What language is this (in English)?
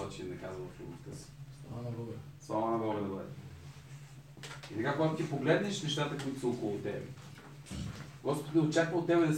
Bulgarian